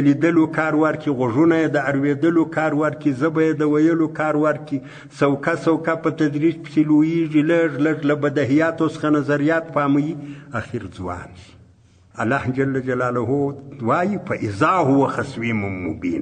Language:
Pashto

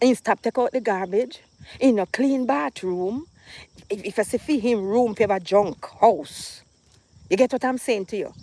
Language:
Jamaican Creole English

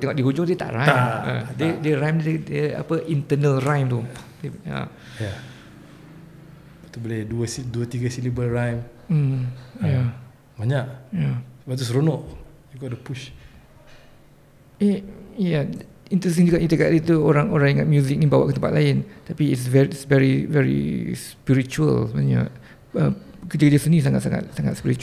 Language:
Malay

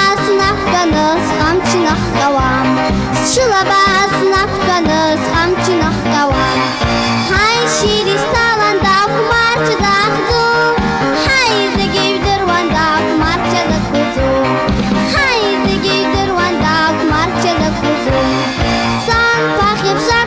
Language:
Abkhazian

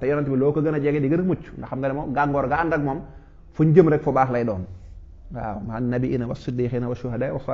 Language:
Wolof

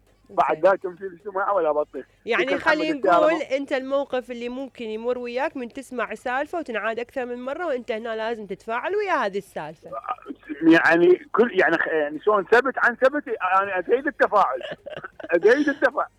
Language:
Mesopotamian Arabic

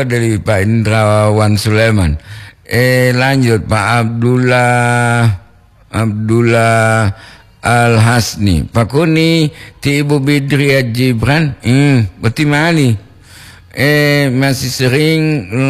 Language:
Gorontalo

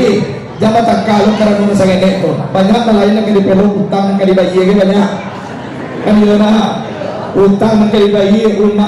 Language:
Minangkabau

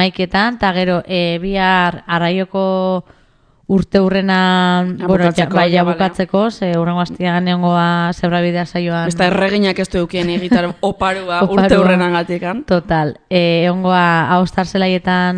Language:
Basque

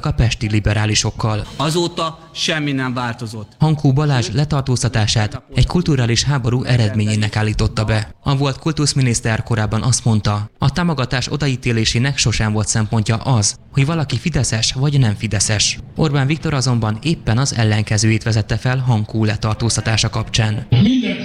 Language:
Hungarian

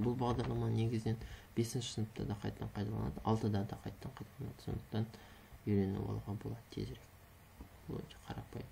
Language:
Kazakh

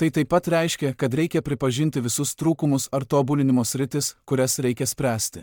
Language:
Lithuanian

